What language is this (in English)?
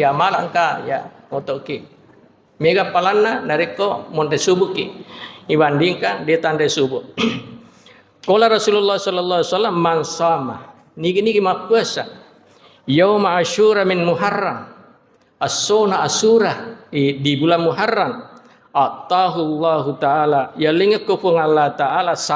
Buginese